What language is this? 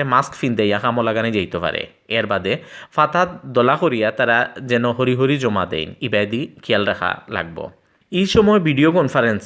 Sylheti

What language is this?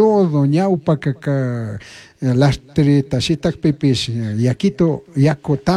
Chimborazo Highland Quichua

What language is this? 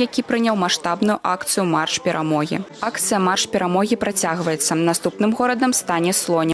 Belarusian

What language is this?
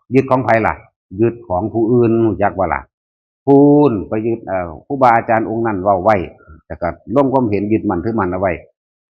Northeastern Thai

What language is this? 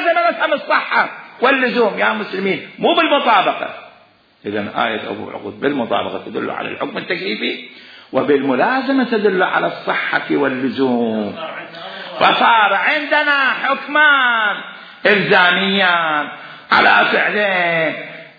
Mesopotamian Arabic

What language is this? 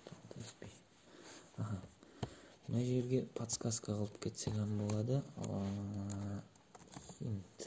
Kara-Kalpak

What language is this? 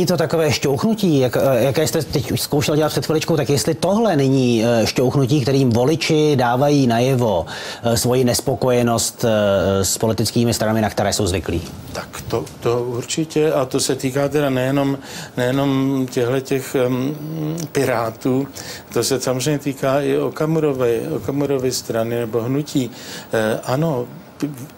Czech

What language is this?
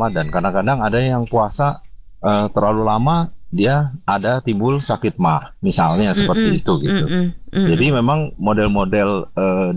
Indonesian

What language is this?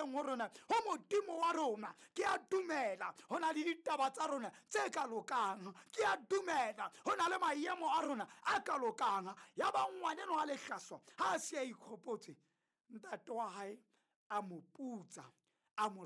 Southern Sotho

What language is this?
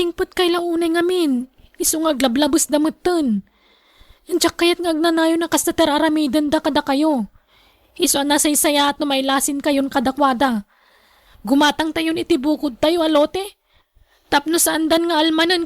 Iloko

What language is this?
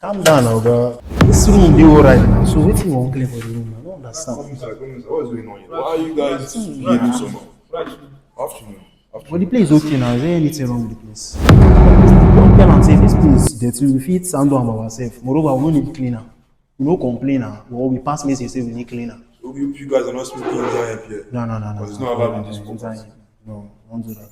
Nigerian Pidgin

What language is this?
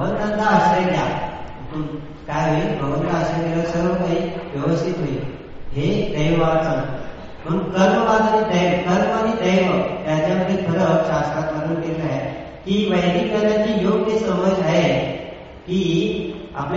Marathi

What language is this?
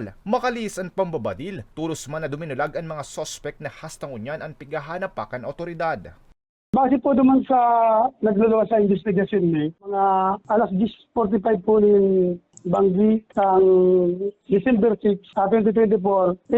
Bikol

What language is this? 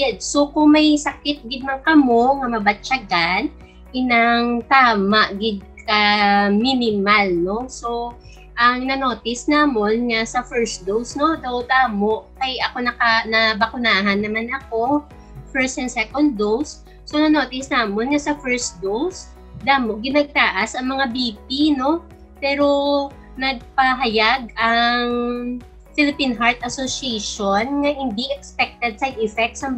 Hiligaynon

